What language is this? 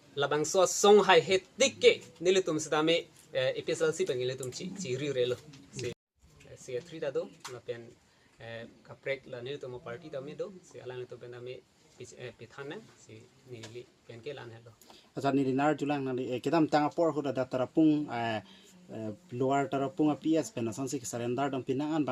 Karbi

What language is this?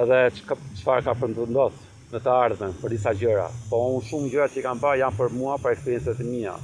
Albanian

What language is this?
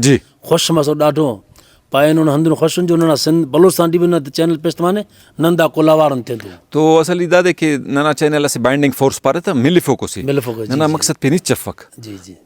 Brahui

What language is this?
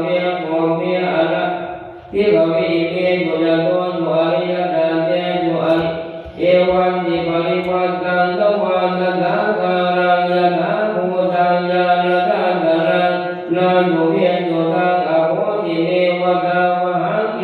Pali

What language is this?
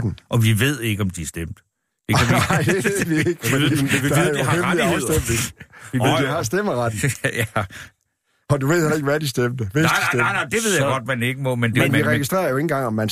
Danish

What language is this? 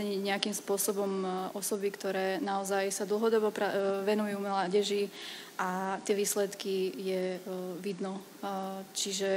Slovak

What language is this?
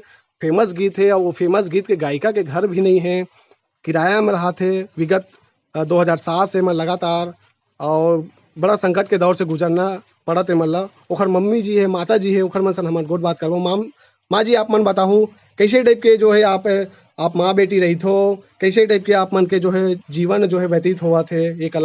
Chhattisgarhi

